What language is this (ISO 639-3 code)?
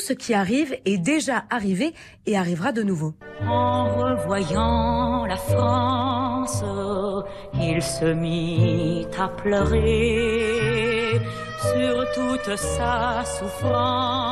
fra